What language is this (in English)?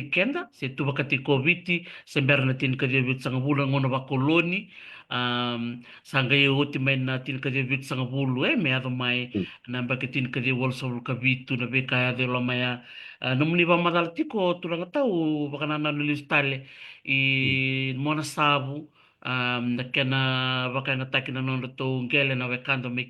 Fijian